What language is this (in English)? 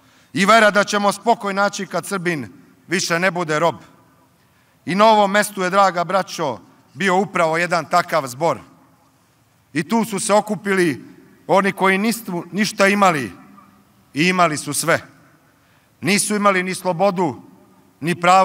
Serbian